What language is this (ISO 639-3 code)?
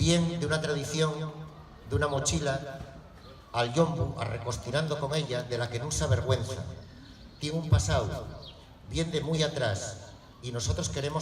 ast